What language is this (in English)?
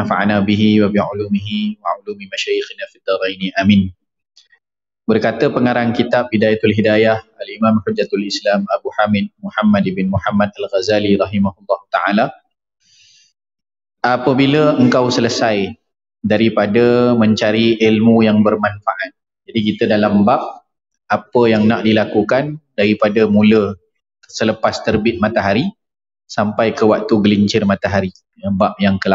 Malay